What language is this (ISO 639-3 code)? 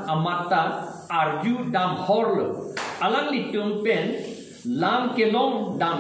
mjw